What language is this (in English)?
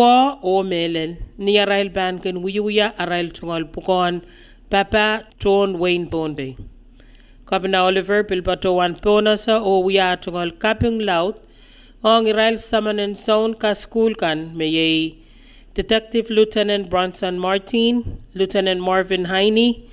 Pohnpeian